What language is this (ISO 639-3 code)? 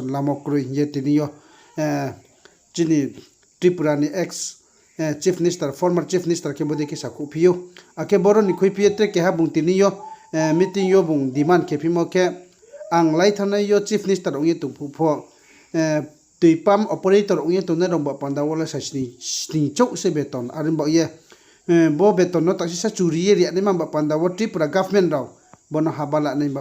ria